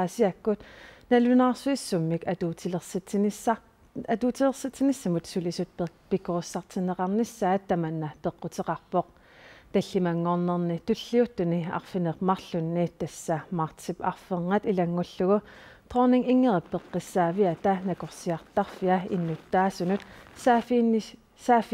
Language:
Kalaallisut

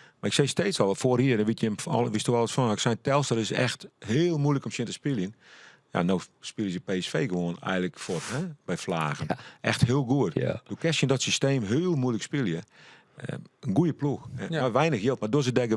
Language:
Western Frisian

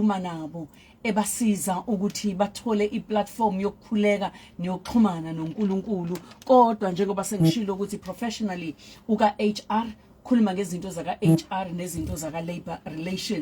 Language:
Zulu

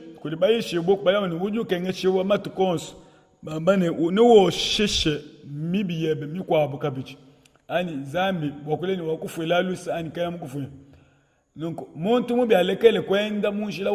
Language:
Luba-Lulua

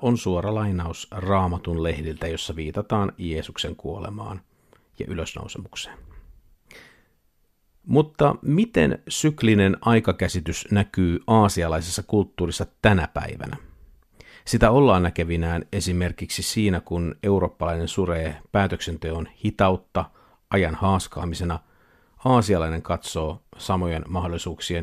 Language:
Finnish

